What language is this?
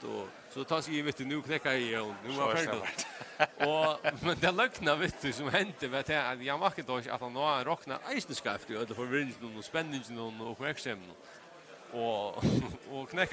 Faroese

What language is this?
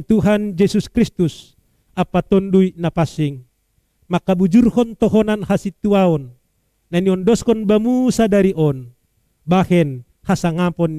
Batak Simalungun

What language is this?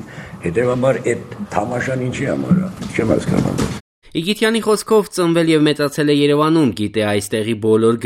Armenian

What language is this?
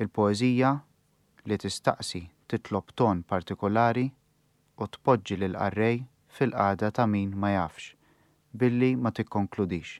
Maltese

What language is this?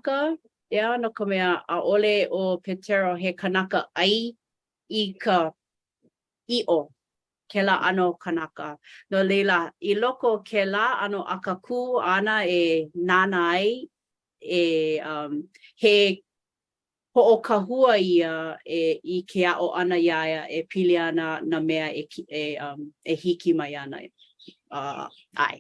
Hawaiian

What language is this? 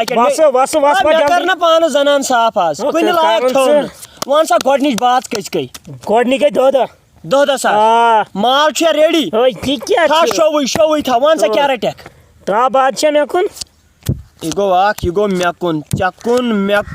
Kashmiri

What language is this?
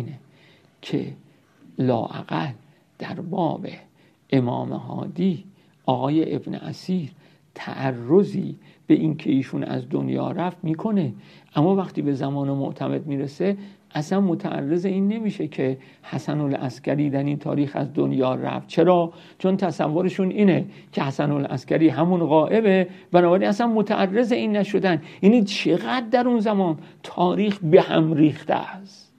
Persian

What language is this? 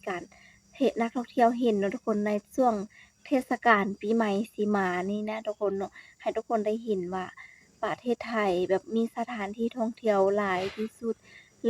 Lao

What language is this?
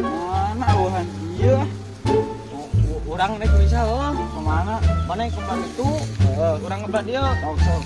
Sundanese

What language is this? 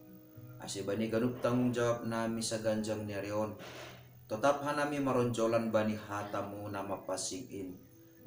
Batak Simalungun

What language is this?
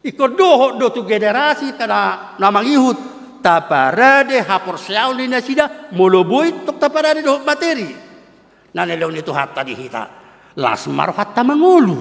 Batak Toba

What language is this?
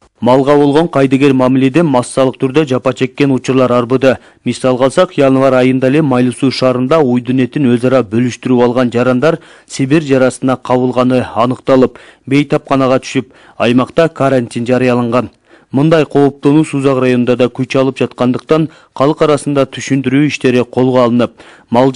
Kyrgyz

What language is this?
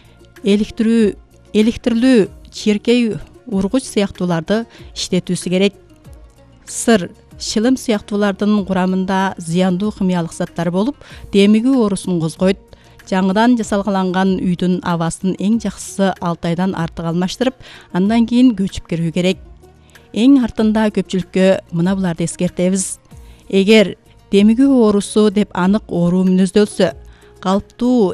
Kyrgyz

